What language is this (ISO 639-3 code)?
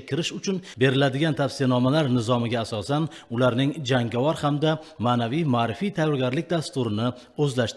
uzb